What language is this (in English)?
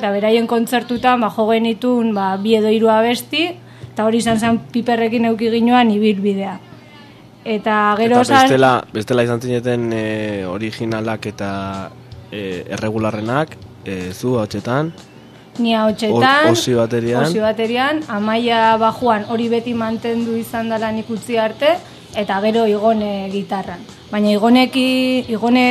Basque